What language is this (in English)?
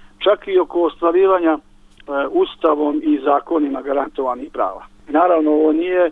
Bosnian